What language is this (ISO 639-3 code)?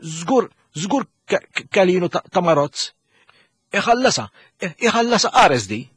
mlt